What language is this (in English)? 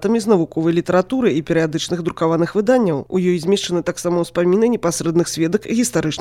Belarusian